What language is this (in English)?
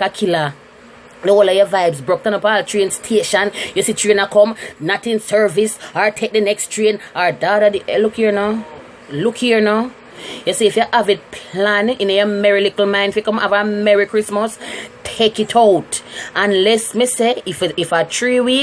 Jamaican Creole English